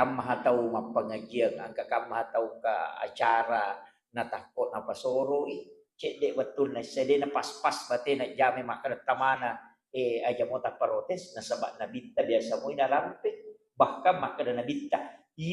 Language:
Buginese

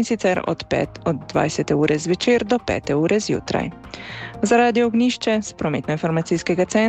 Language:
Slovenian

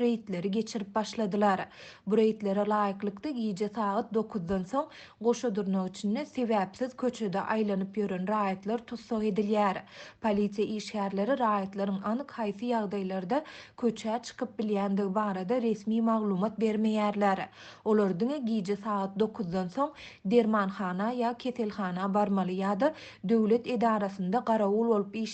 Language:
Turkmen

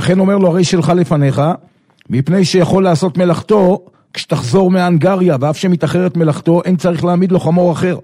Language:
Hebrew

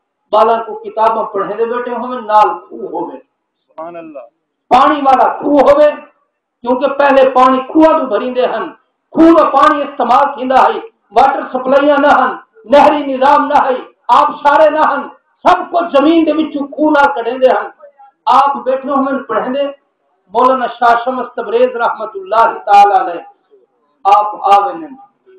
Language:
Saraiki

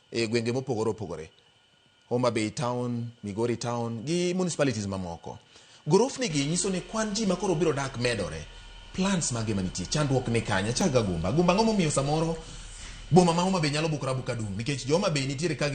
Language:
Luo (Kenya and Tanzania)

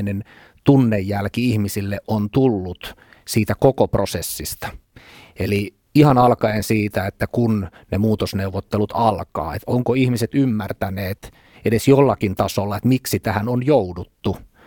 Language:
Finnish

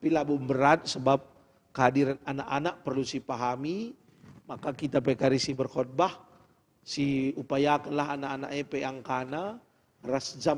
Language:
Batak Karo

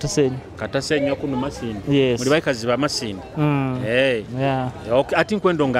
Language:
Nyoro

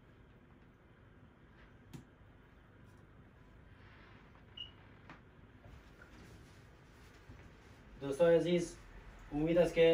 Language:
Persian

